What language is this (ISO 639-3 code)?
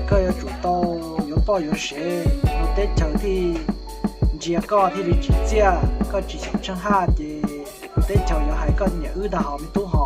hmn